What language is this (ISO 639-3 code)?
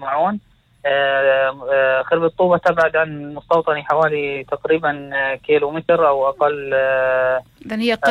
apc